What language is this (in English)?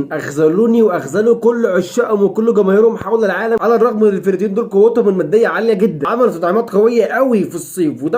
Egyptian Arabic